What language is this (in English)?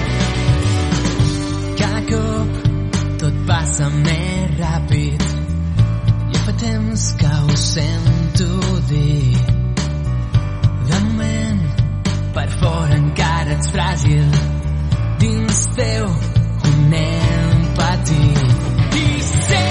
Catalan